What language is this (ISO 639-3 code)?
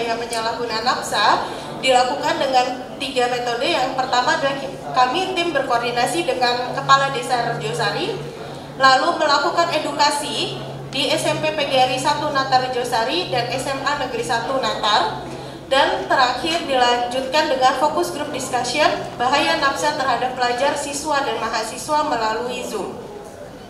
ind